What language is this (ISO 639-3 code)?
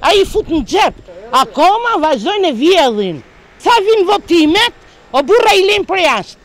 sqi